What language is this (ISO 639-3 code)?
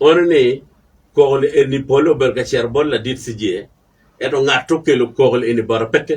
ach